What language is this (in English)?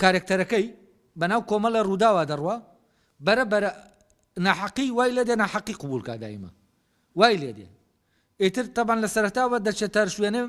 Central Kurdish